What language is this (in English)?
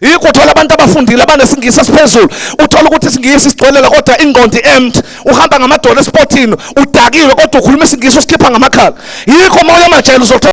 Zulu